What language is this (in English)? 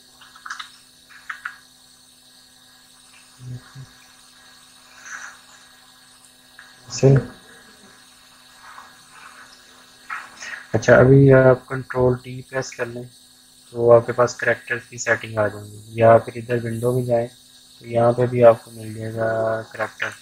Hindi